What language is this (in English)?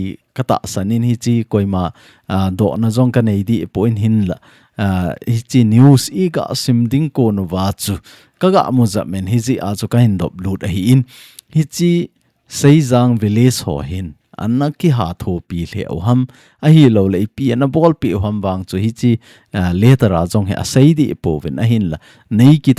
Thado Chin